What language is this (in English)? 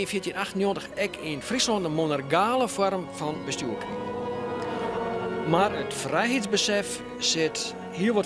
Western Frisian